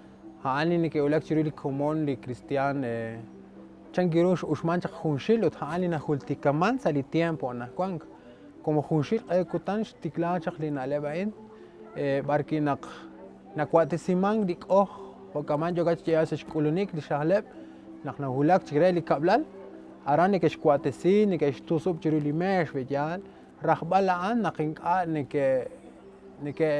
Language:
Kekchí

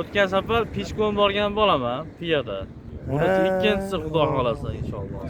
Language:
Uzbek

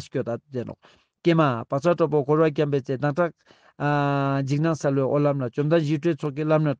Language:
Ladakhi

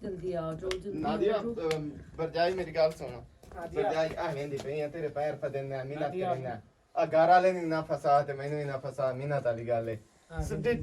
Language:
Western Panjabi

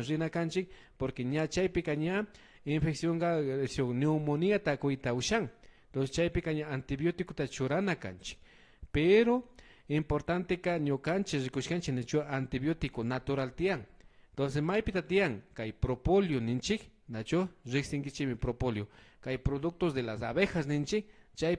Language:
Imbabura Highland Quichua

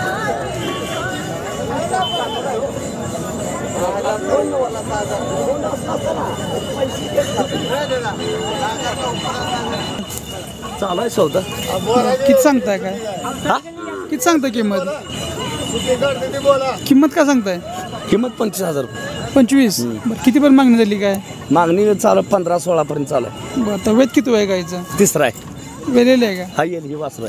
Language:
Marathi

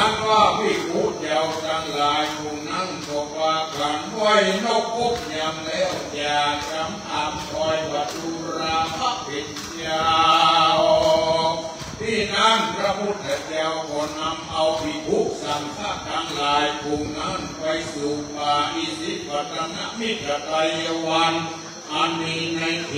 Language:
Thai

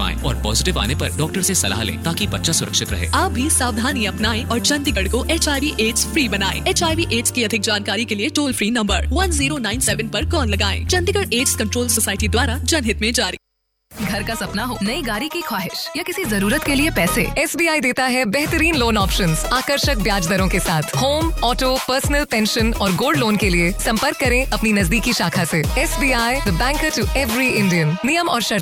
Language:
Hindi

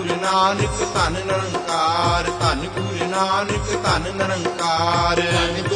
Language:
Punjabi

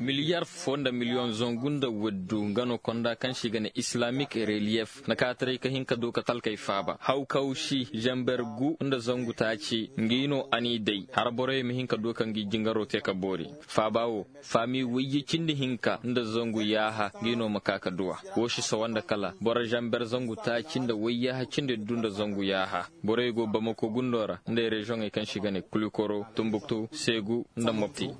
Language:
Koyraboro Senni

